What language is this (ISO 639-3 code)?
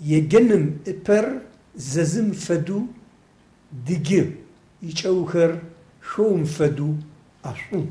ady